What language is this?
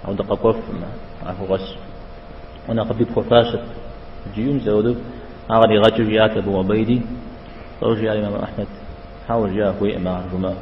Kabardian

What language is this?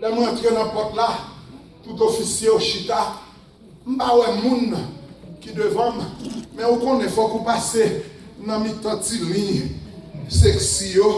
Haitian Creole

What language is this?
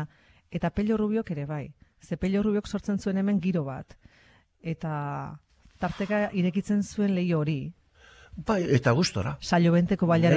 Basque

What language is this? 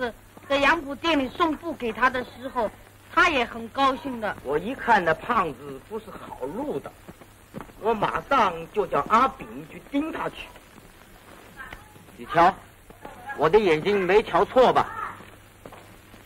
Chinese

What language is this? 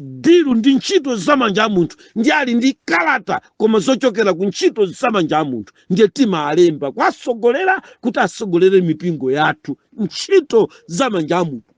Nyanja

